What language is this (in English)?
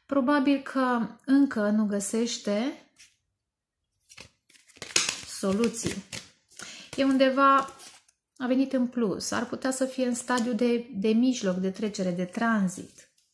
Romanian